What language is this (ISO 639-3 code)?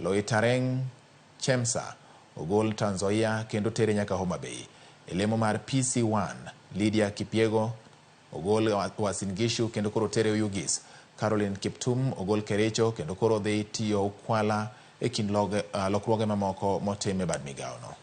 luo